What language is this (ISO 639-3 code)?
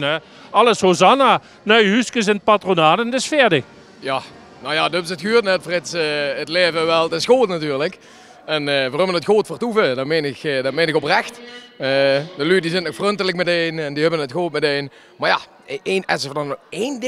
lim